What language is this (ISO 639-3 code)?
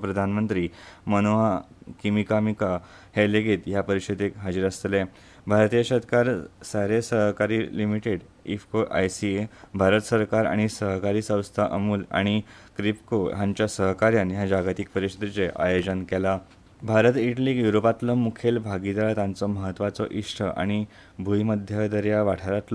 kok